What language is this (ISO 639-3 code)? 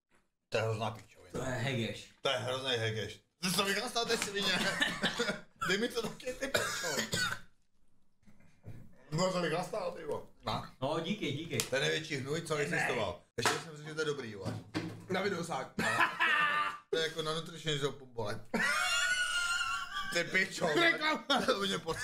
ces